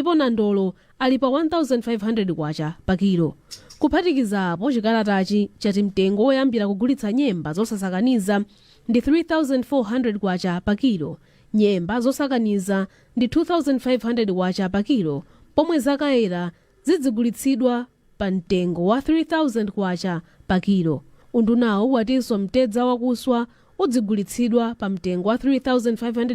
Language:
Nyanja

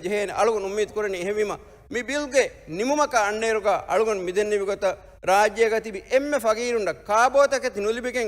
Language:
Divehi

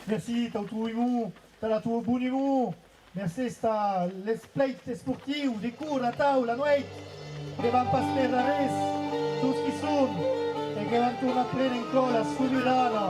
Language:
Occitan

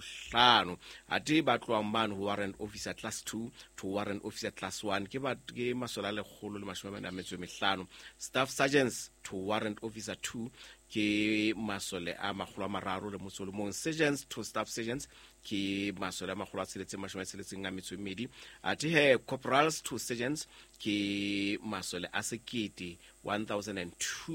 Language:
Southern Sotho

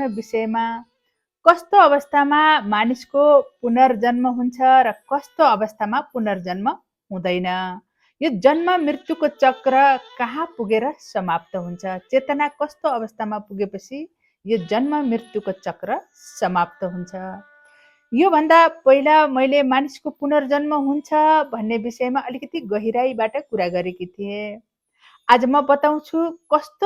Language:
Nepali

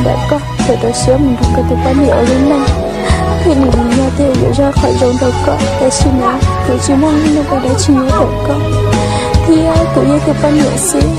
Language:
Hmong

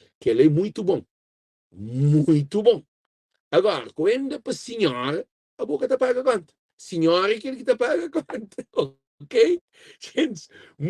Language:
Kabuverdianu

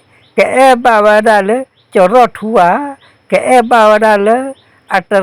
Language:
S'gaw Karen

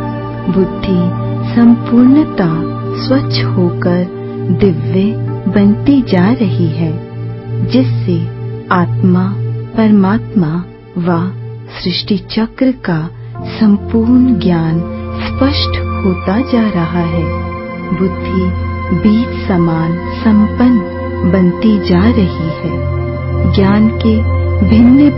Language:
Hindi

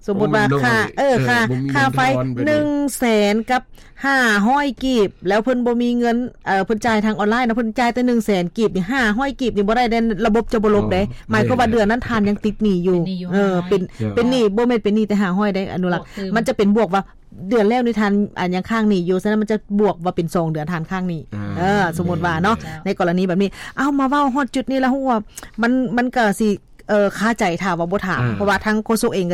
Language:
Lao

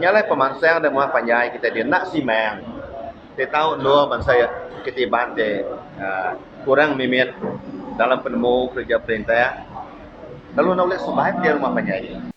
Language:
Iban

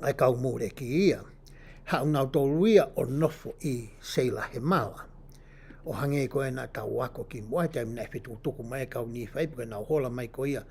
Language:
Tongan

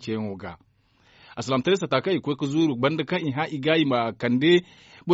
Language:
Zarma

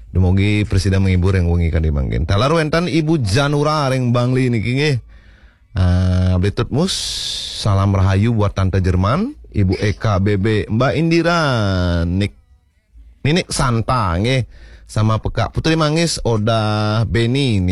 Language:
Balinese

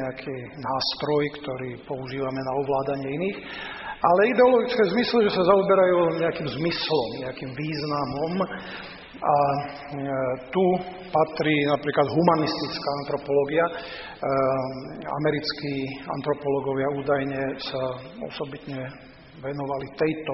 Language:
Slovak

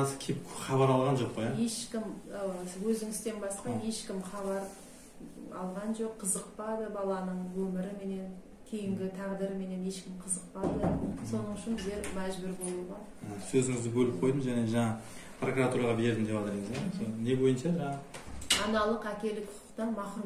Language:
Kazakh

